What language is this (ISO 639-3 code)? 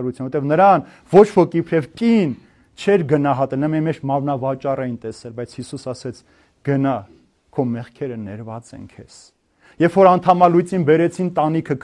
hye